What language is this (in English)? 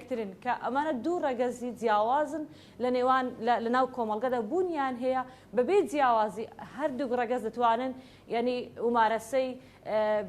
Central Kurdish